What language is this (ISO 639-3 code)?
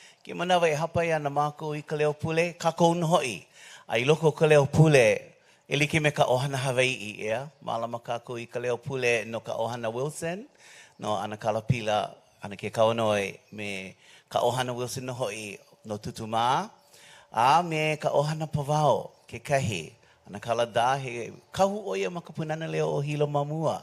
haw